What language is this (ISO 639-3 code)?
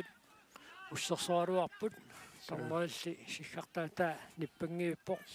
kal